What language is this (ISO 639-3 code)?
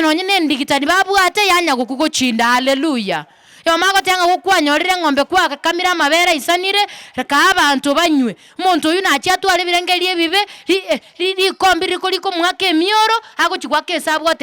guz